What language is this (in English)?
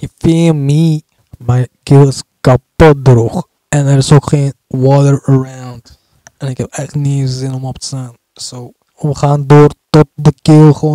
Dutch